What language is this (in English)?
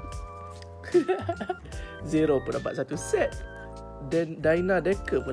Malay